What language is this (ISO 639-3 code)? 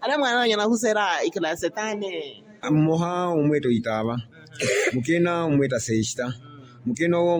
vmw